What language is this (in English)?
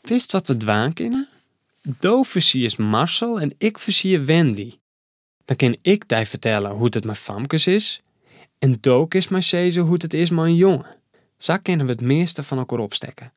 Western Frisian